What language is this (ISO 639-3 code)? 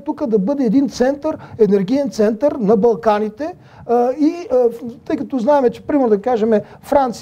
bul